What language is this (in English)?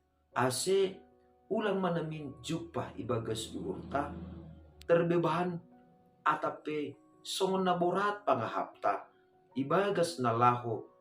Batak Simalungun